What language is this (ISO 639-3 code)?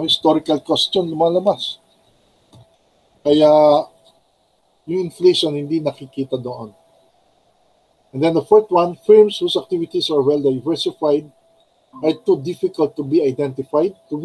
fil